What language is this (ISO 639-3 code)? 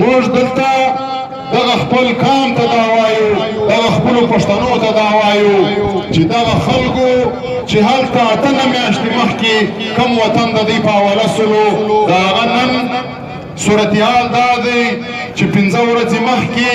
pus